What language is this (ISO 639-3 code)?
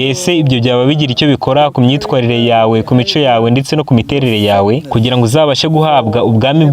kin